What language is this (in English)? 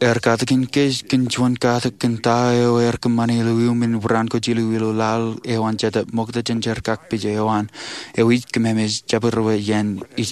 Marshallese